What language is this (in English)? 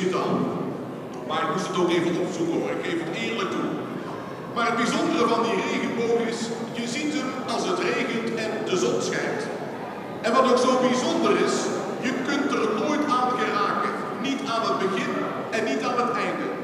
Dutch